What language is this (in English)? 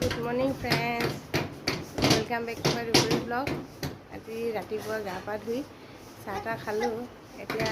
Assamese